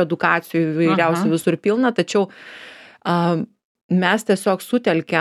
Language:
Lithuanian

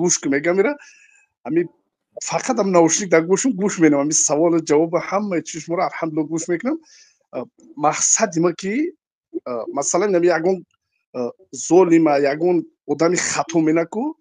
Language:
Tajik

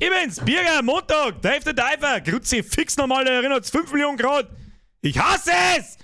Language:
Bavarian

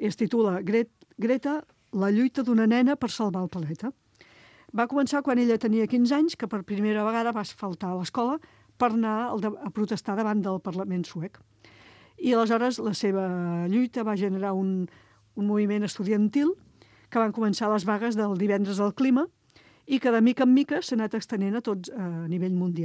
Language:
Catalan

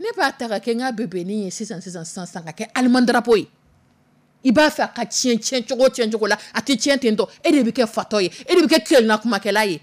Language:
Dyula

